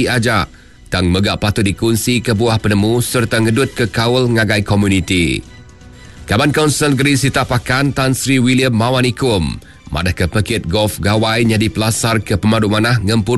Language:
Iban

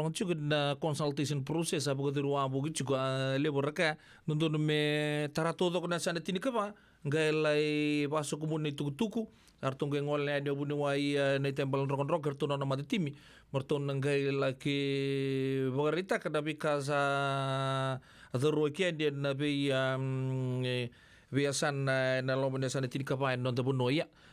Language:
Fijian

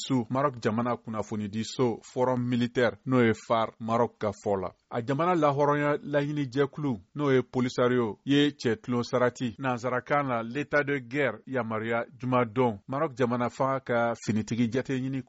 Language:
Bambara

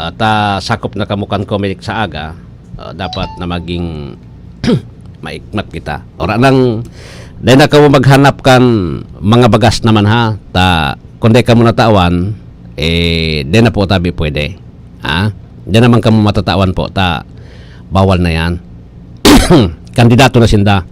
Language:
Bikol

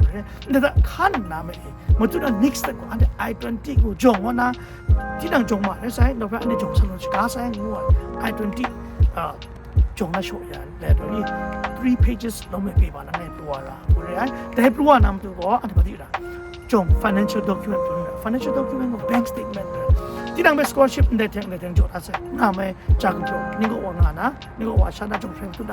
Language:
Kachin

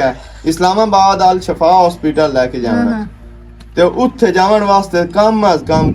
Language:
Western Panjabi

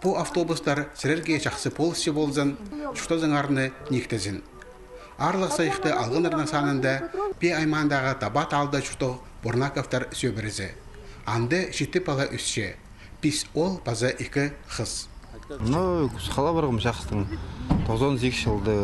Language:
Khakas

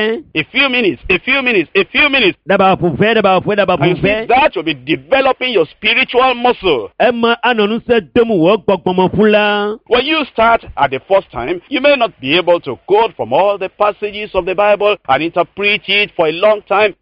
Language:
Ewe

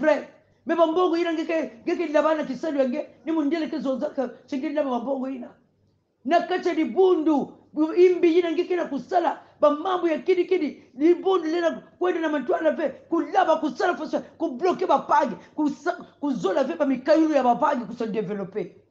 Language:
Kongo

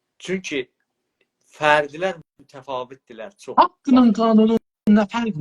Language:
South Azerbaijani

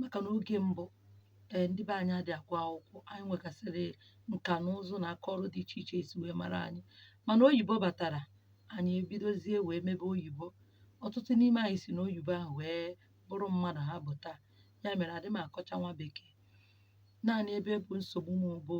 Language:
Igbo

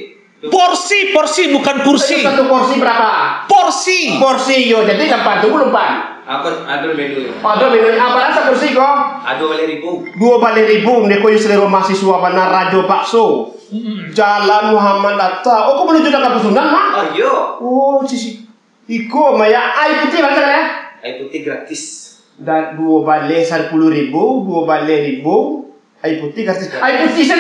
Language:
Minangkabau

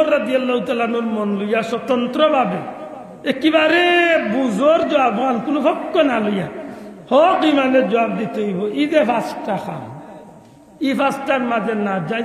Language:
Sylheti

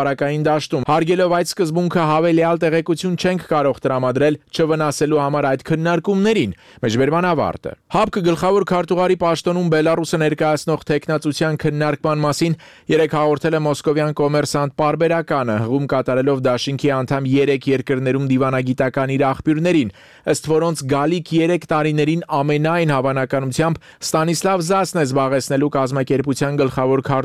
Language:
Armenian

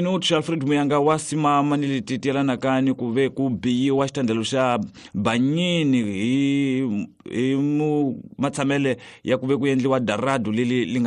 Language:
Tsonga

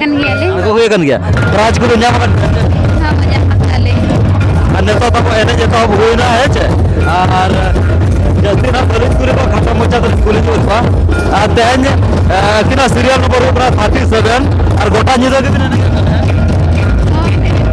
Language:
Santali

